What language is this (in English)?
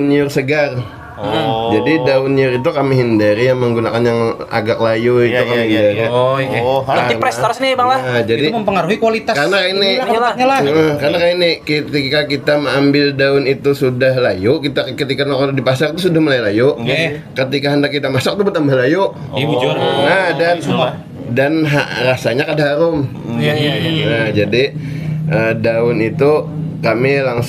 Banjar